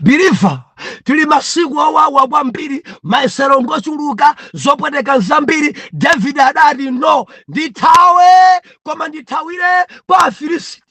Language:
Nyanja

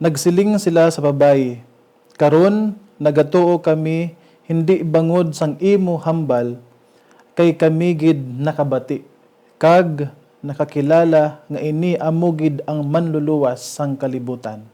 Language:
Hiligaynon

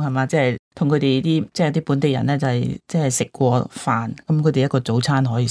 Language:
Cantonese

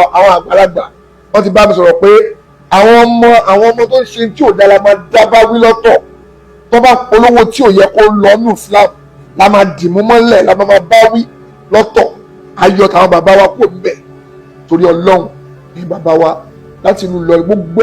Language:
Yoruba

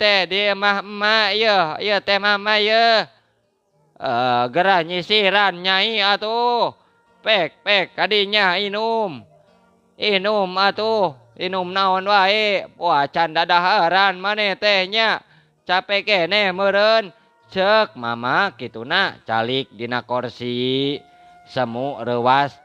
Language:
Sundanese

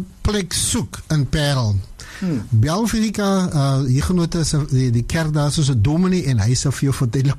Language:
Afrikaans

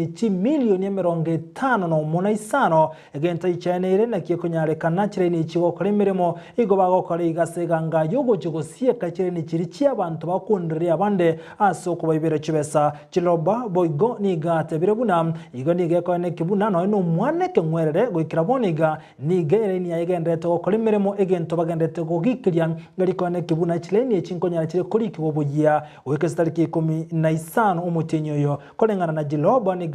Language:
Gusii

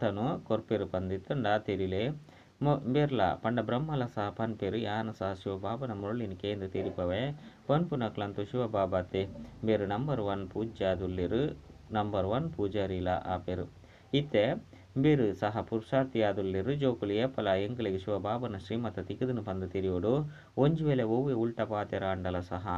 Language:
Tulu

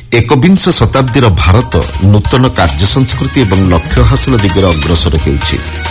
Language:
Odia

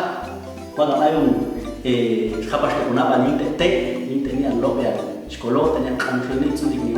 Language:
Popti'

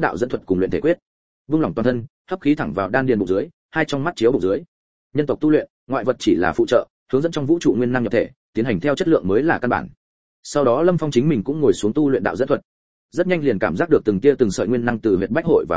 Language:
Vietnamese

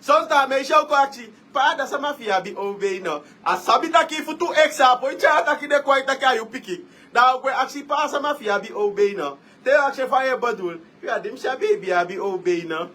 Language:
Sranan Tongo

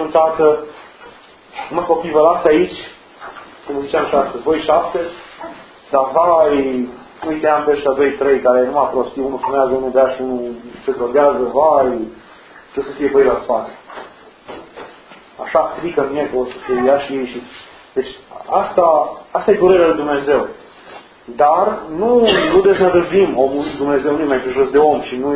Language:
Romanian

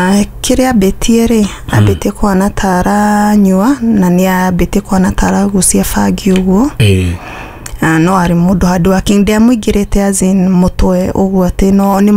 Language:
Kikuyu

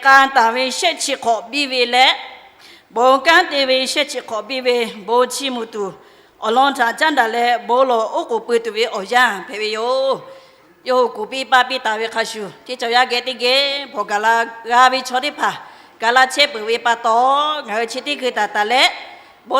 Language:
Lahu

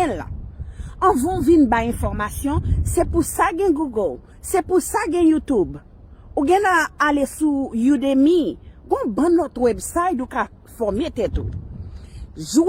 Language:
Haitian Creole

